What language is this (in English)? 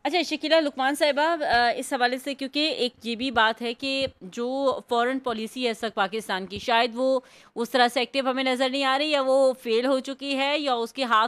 Urdu